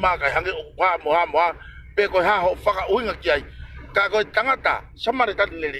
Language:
Tongan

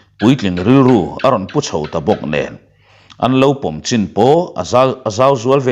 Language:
Mizo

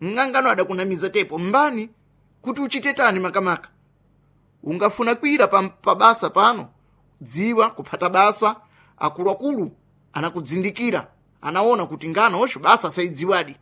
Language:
Sena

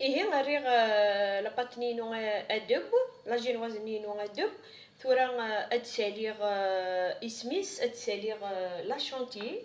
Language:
Kabyle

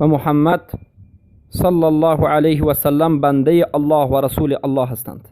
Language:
Persian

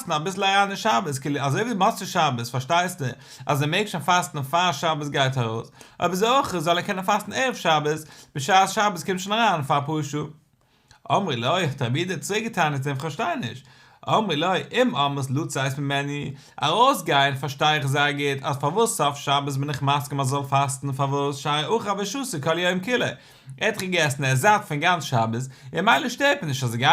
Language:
Yiddish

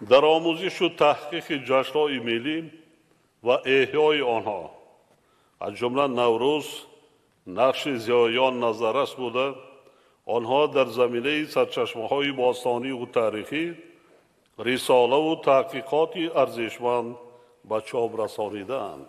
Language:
Tajik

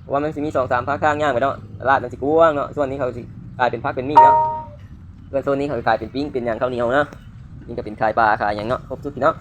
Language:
Lao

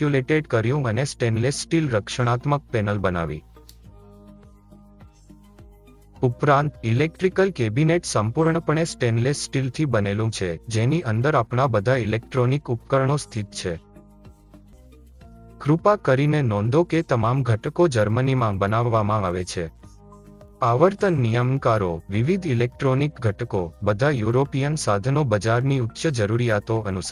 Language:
Gujarati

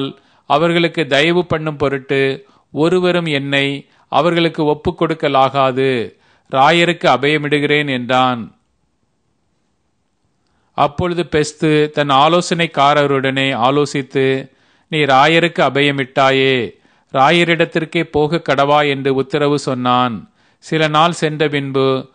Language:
Tamil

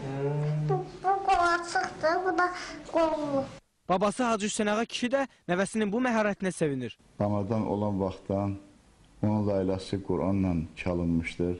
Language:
Azerbaijani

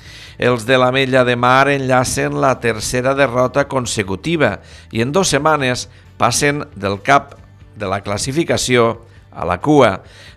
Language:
Catalan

